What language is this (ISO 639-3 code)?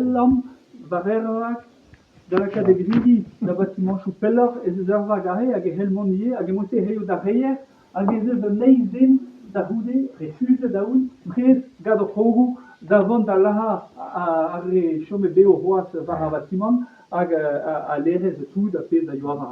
bre